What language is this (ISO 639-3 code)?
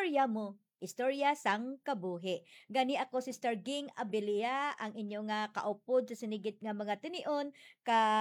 hil